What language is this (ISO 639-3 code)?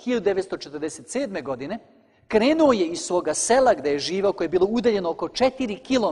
srp